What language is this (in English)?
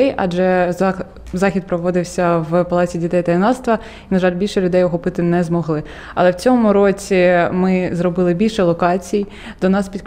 Ukrainian